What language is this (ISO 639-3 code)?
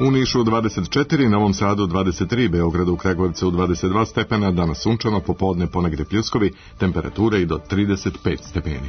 srp